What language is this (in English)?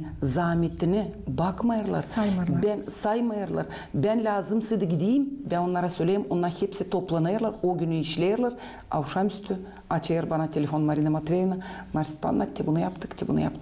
Gagauz